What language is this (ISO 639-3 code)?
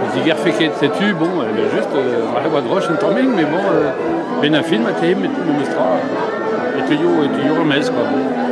bre